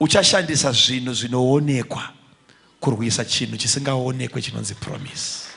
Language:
Shona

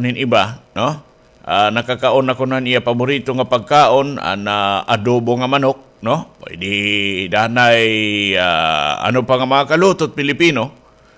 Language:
Waray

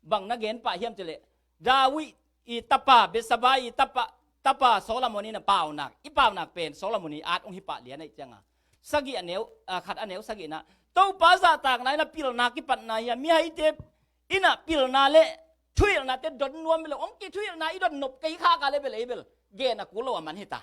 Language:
Tedim Chin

